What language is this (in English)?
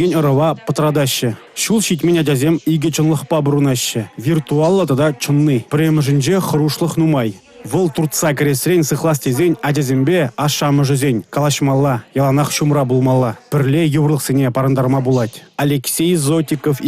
Chuvash